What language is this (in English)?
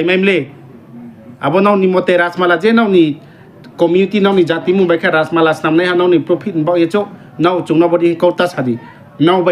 Riang (India)